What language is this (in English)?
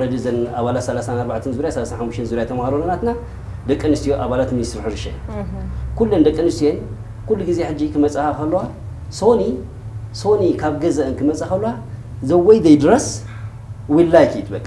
Tigrinya